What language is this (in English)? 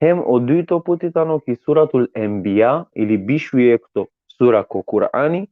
Balkan Romani